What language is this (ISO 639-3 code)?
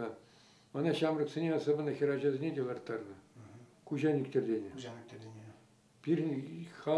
chv